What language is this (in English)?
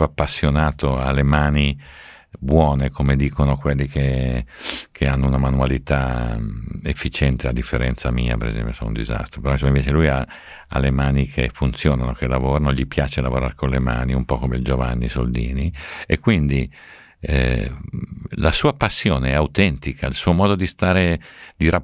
Italian